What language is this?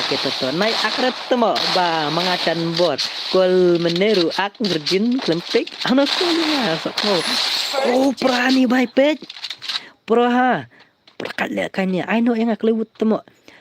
Khasi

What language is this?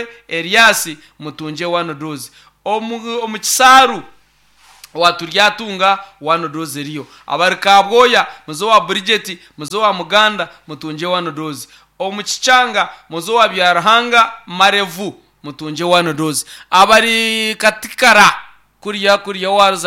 Nyankole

